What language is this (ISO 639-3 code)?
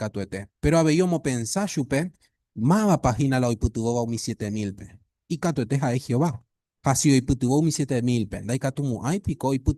grn